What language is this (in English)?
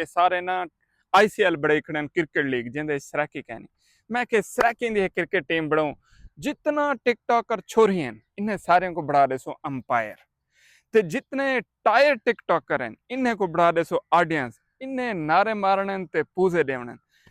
Saraiki